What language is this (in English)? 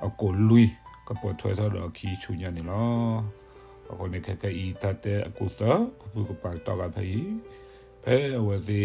S'gaw Karen